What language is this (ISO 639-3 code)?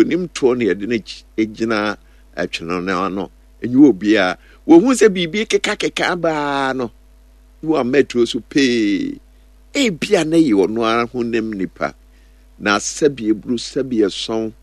aka